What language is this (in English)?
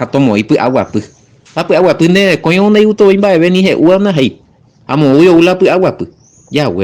Guarani